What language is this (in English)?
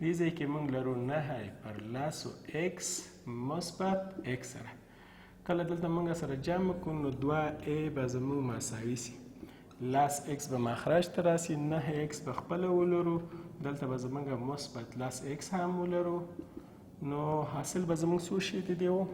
Pashto